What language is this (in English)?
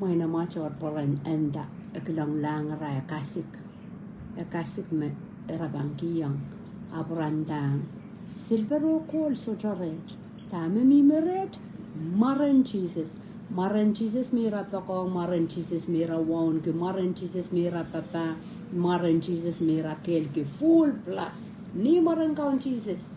Pohnpeian